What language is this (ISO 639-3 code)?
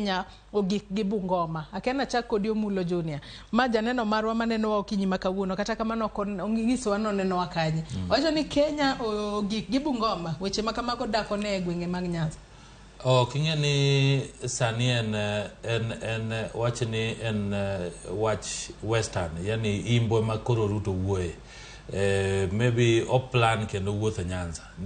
luo